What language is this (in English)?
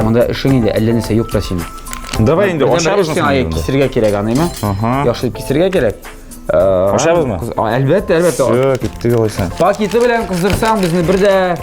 Tatar